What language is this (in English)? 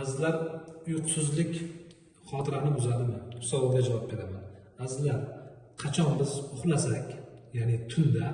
Uzbek